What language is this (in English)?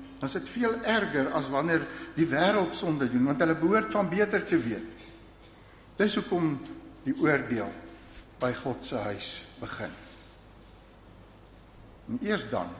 Afrikaans